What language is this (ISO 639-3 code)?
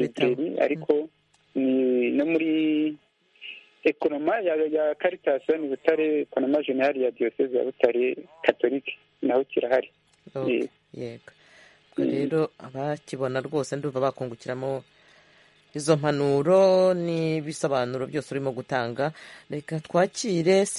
kin